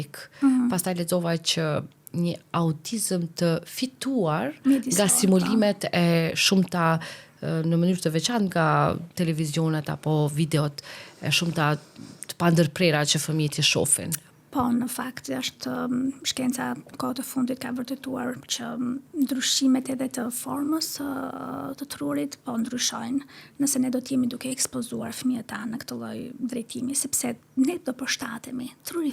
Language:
Albanian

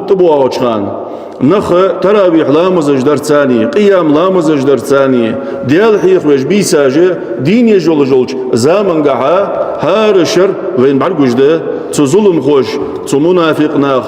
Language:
Ingush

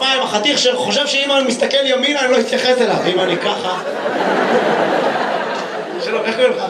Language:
Hebrew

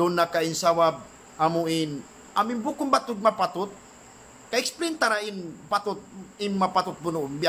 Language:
Tausug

